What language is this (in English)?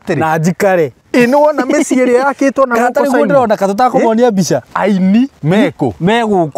Kikuyu